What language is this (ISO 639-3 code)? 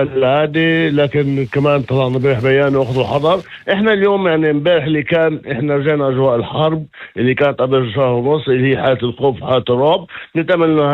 apc